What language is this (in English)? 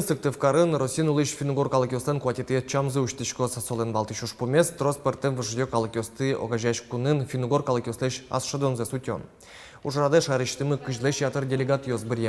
Udmurt